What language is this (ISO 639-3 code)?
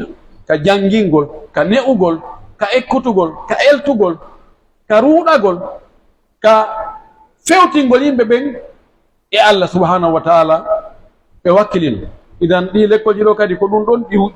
fuf